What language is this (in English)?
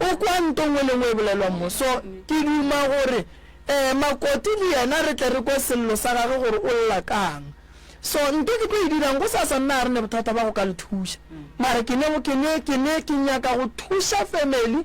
Northern Sotho